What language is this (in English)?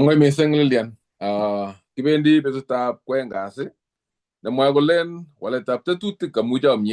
Kalenjin